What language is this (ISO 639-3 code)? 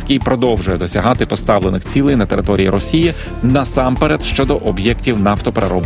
ukr